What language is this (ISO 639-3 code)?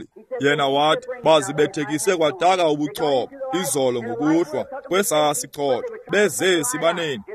xho